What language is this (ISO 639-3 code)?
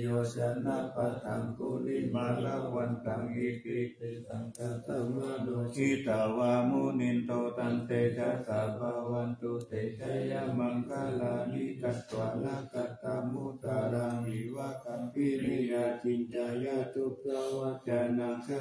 pli